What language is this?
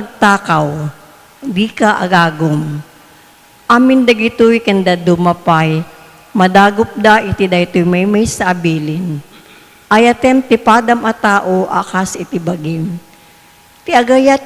Iloko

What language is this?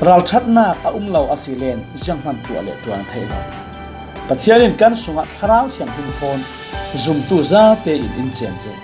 Falam Chin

